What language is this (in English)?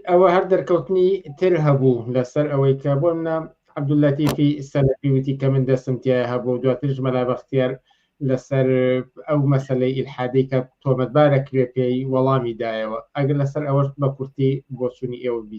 Central Kurdish